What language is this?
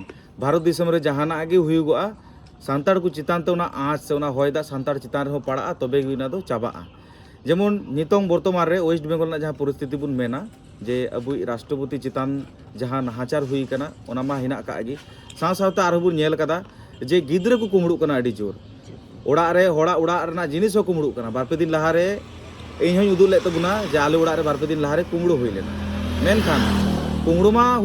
Santali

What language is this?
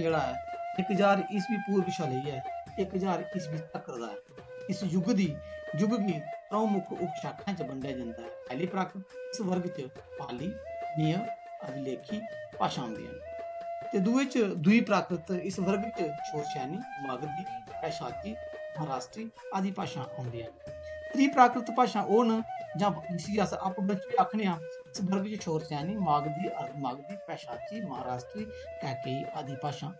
Dogri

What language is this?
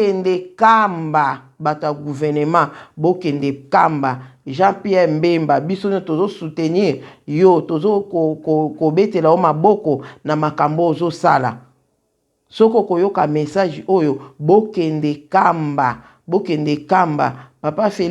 Lingala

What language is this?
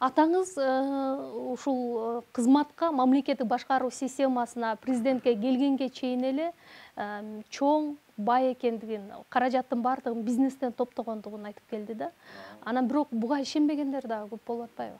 Kyrgyz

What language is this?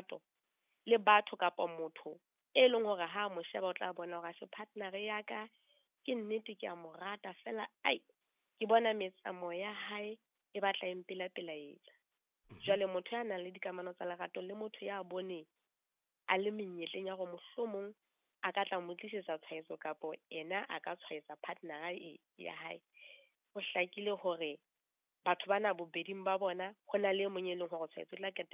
Southern Sotho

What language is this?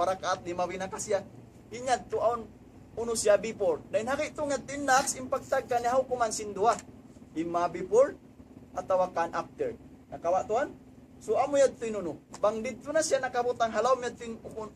Tausug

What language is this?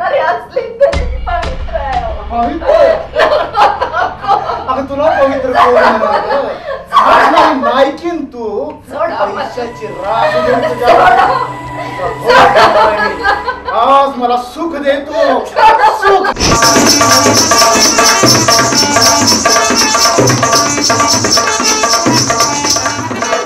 Marathi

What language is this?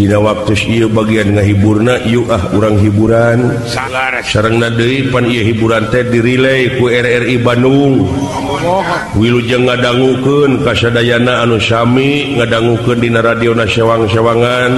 Sundanese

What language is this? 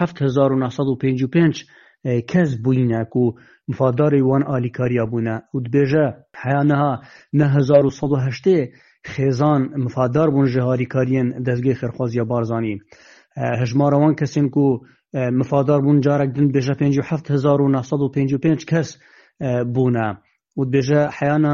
Kurdish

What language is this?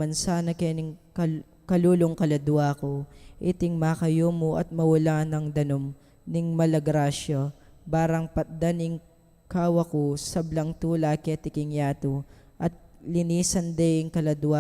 Pampanga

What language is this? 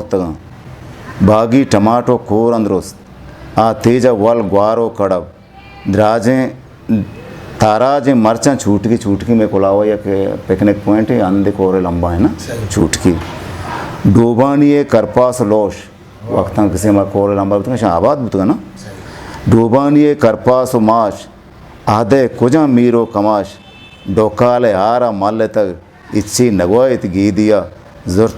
Eastern Balochi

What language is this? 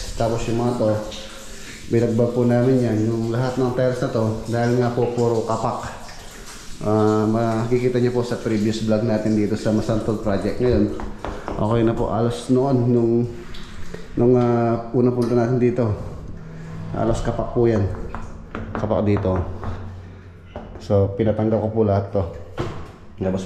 Filipino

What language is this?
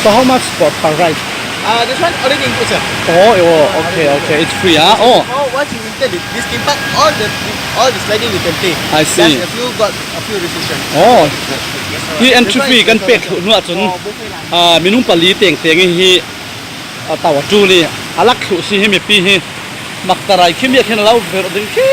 Falam Chin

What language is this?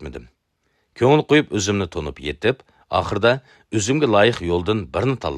Uyghur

